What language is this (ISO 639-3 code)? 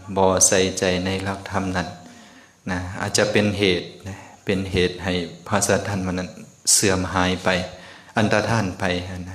lao